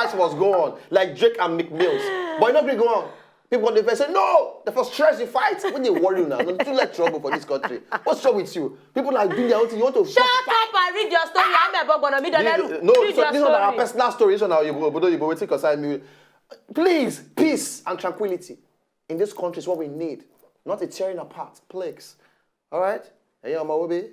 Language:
Nigerian Pidgin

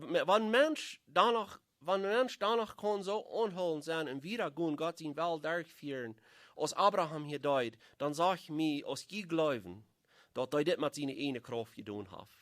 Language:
Plautdietsch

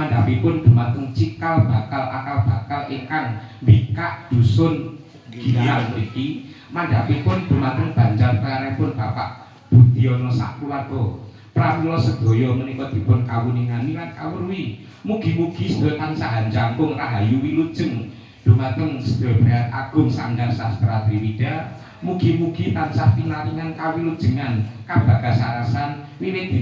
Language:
Javanese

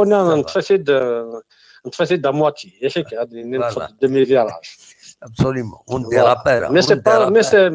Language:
Kabyle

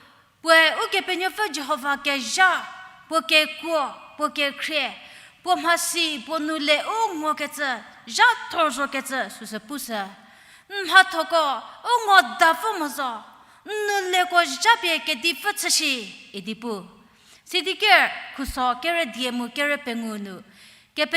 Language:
Angami Naga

